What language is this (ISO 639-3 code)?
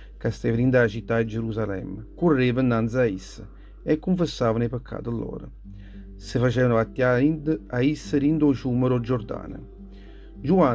nap